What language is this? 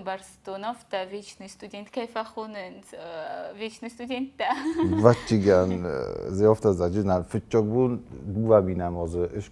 Ossetic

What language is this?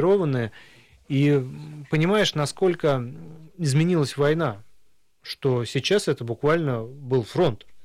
Russian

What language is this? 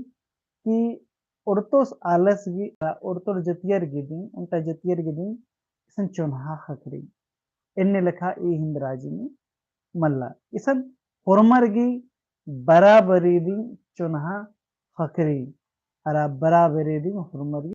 Kurukh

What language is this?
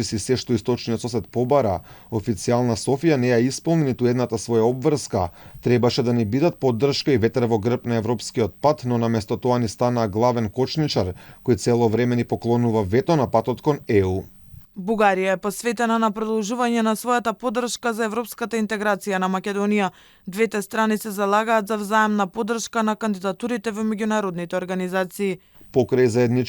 Macedonian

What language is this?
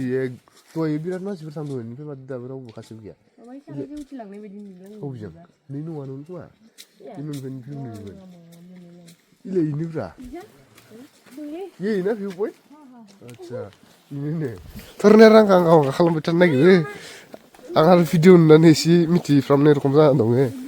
Bodo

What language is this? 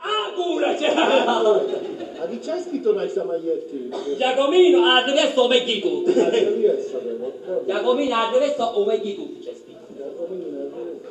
Sicilian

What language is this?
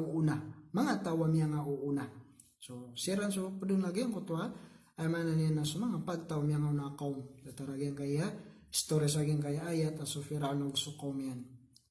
Maranao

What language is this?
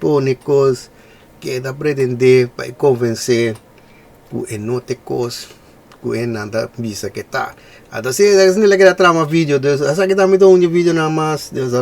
Papiamento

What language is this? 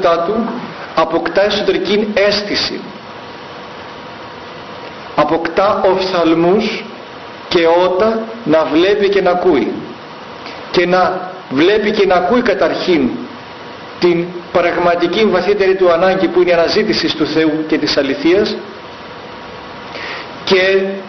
Greek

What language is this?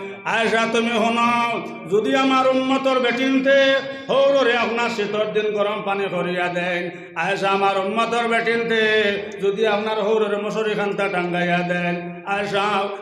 Sylheti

